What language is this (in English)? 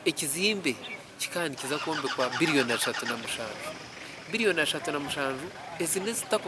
Nyankole